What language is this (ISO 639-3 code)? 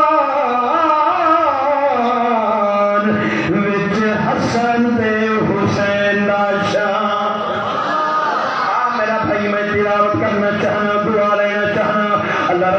skr